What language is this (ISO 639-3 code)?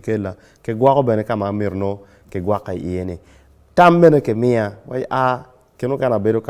ach